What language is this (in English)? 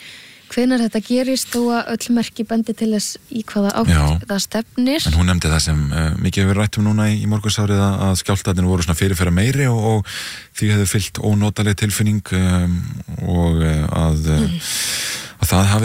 Icelandic